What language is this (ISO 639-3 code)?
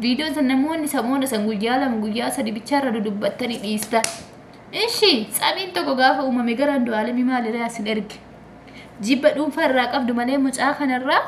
orm